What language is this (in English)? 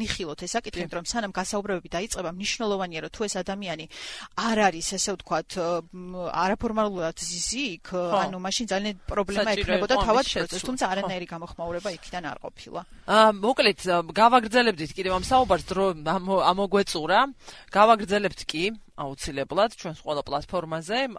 Georgian